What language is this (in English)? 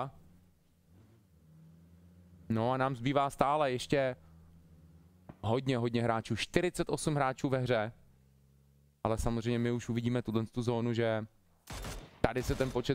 Czech